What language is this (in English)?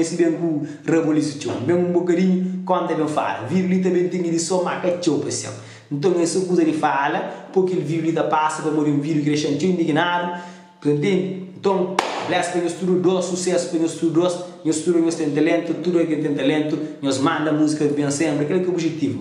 Kabuverdianu